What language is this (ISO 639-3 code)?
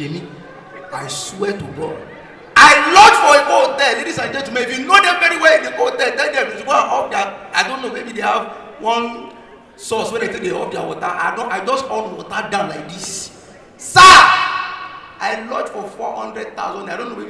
pcm